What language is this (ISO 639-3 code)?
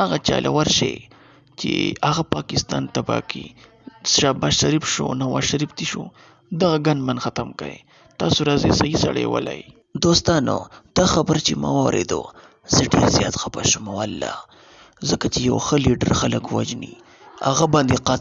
pus